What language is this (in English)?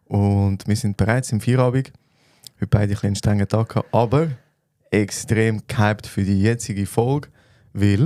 Swiss German